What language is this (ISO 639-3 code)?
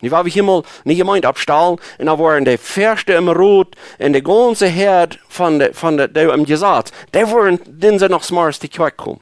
pdt